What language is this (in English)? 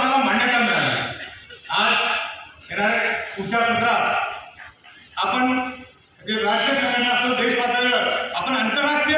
Marathi